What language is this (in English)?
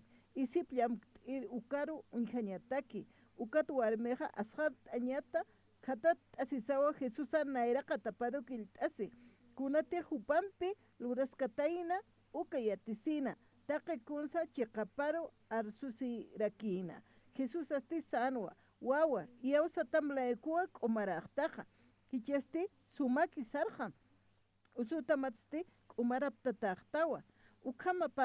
Aymara